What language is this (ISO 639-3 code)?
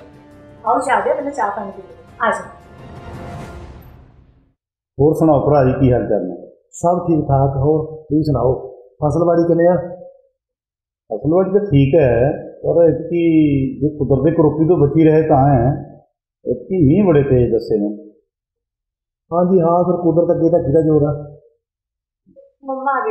pan